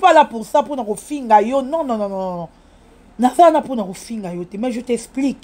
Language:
Lingala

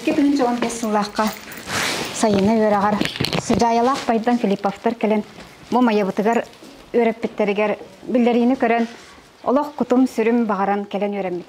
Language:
Yakut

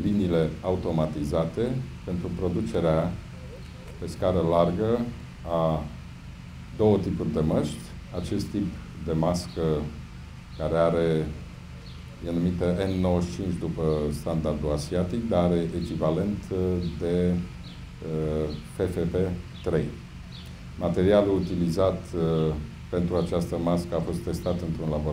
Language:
Romanian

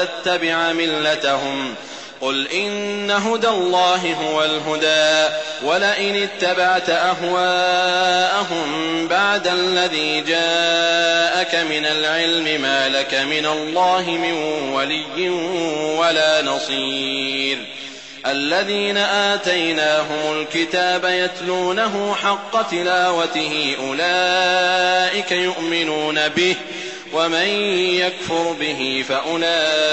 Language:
Arabic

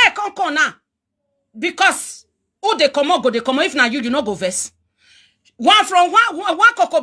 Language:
Nigerian Pidgin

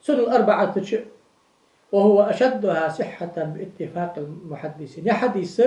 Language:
Ingush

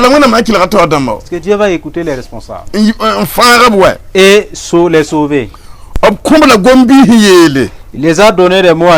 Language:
Mossi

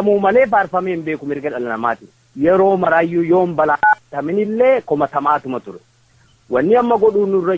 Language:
Oromo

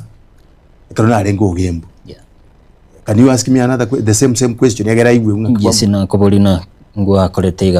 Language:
Gusii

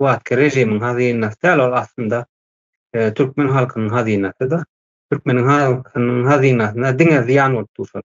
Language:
Turkmen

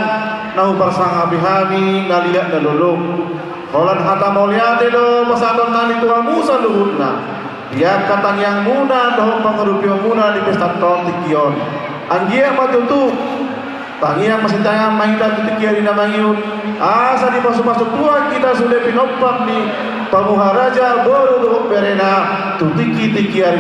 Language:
Batak Toba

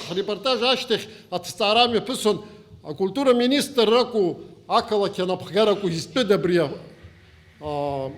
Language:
Abkhazian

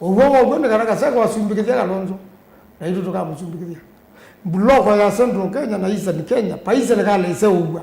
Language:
Kamba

